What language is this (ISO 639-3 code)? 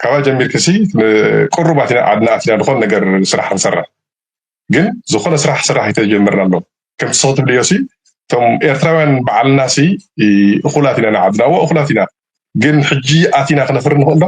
tir